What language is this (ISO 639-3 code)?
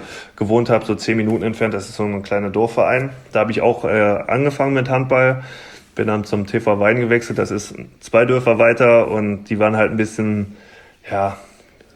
deu